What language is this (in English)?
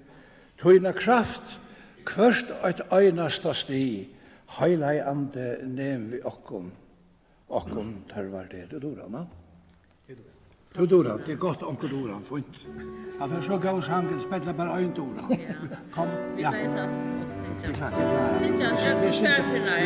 Faroese